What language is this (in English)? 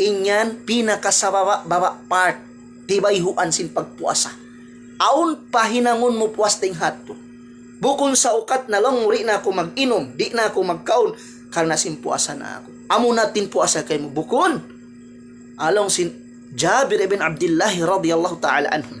Tausug